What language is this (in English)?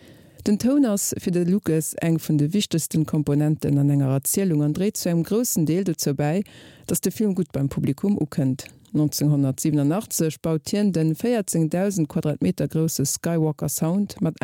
Luxembourgish